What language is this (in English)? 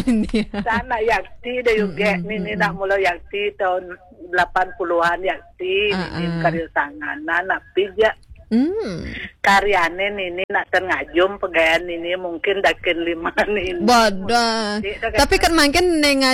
Balinese